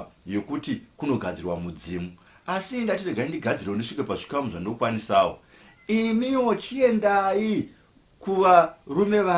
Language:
Shona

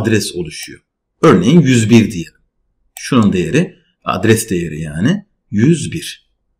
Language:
Turkish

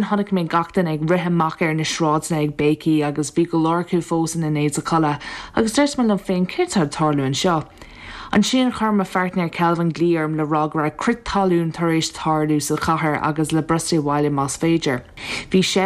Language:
Irish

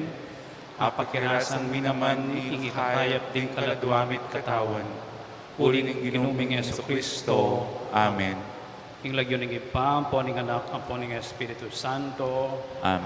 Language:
Pampanga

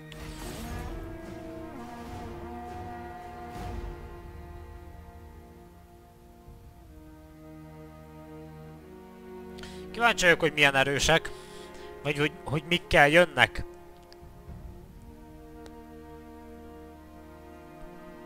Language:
Hungarian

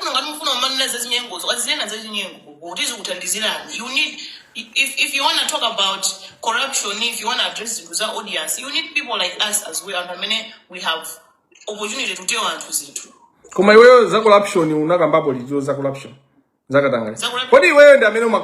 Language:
Nyanja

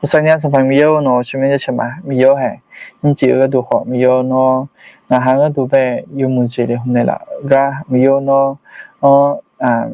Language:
Akha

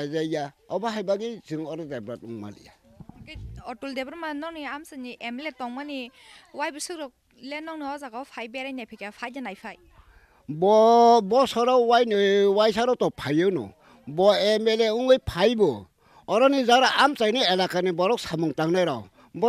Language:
Kok Borok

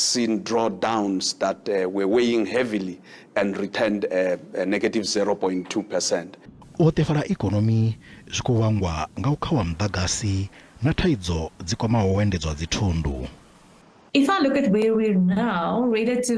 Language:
Venda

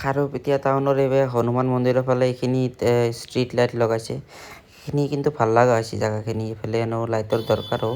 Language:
Assamese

